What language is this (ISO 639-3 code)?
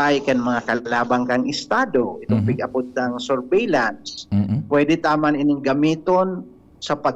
bik